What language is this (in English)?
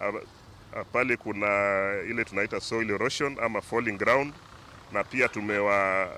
Kamba